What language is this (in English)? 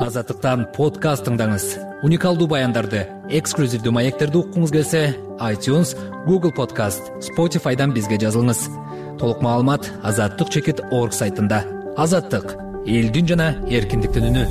Kyrgyz